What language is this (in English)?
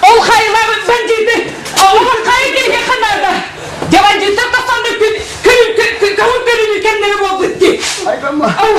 Yakut